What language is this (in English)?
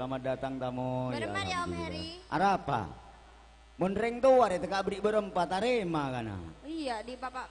Madurese